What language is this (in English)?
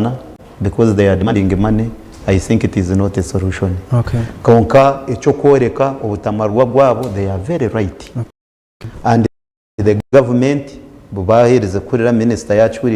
Nyankole